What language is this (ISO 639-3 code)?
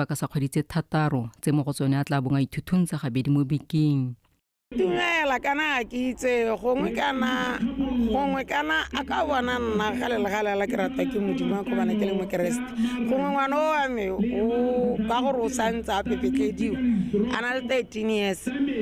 tsn